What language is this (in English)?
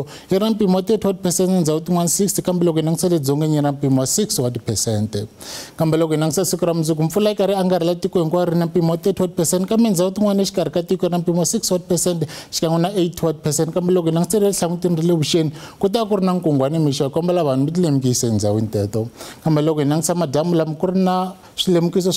Tsonga